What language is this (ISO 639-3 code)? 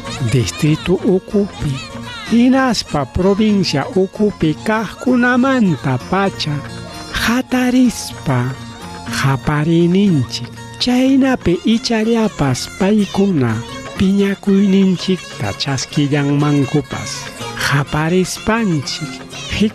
quy